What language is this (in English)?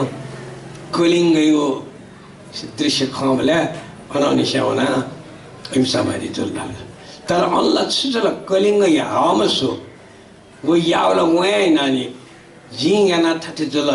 Newari